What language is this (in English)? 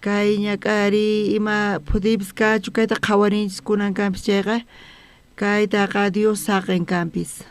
South Bolivian Quechua